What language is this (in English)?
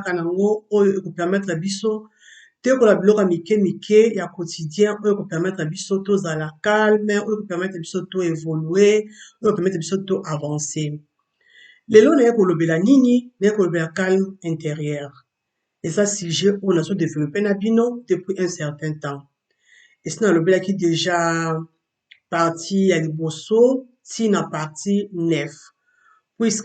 Lingala